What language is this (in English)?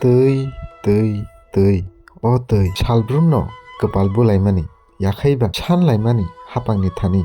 Kok Borok